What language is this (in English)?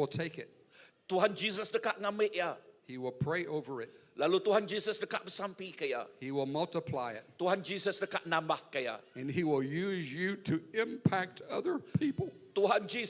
Iban